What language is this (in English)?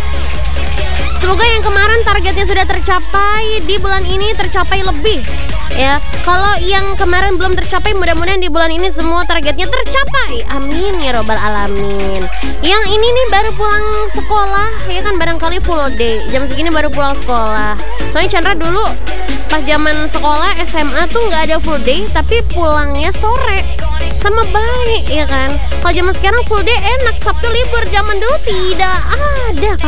Indonesian